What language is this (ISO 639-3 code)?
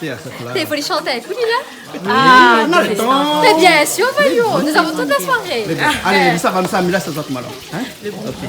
rcf